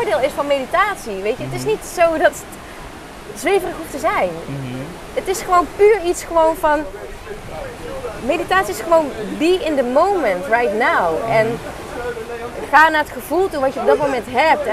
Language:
Dutch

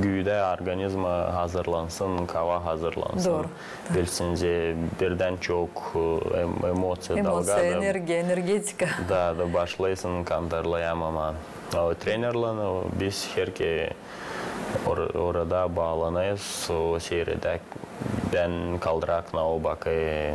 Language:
Gagauz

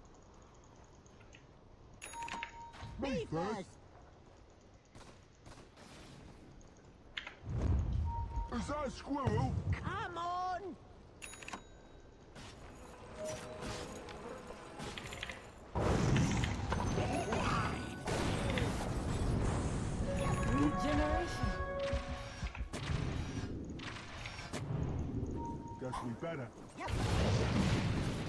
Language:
Filipino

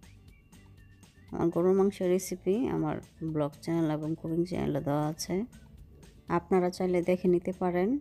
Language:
Bangla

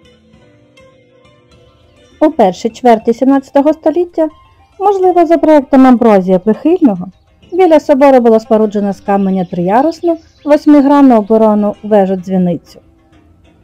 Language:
Ukrainian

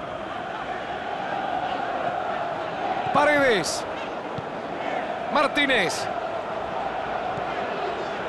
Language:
Spanish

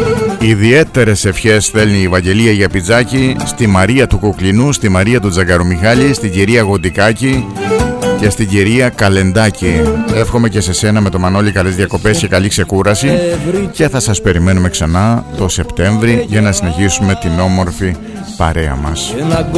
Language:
Greek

